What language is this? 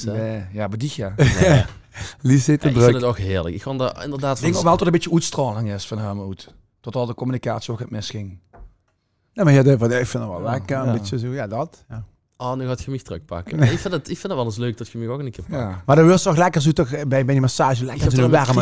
Limburgish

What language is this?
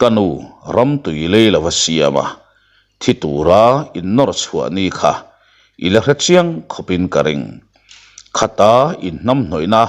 Mizo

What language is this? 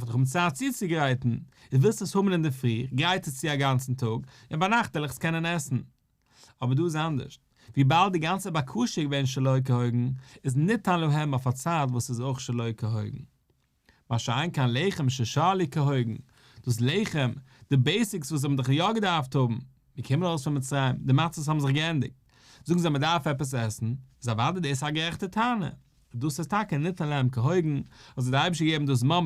Yiddish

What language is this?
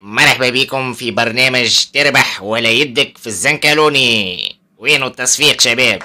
Tunisian Arabic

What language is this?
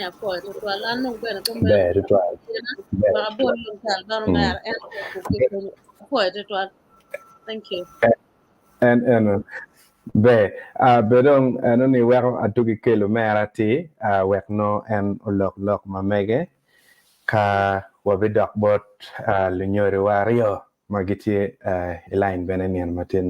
Acoli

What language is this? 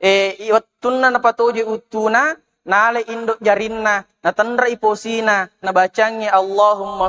Buginese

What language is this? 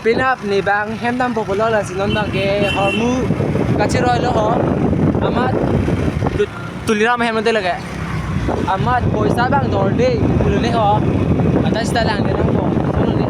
Karbi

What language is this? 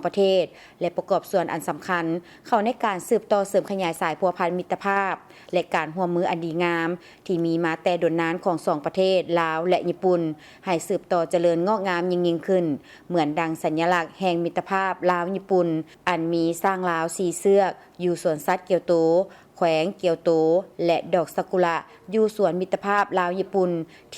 Lao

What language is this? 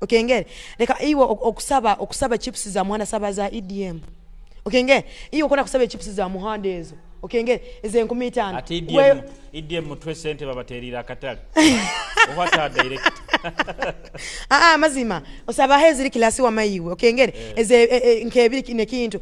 Nyoro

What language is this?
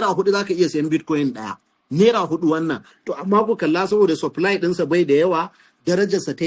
Hausa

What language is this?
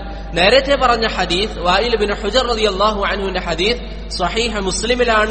Malayalam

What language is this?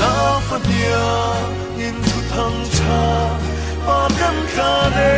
Falam Chin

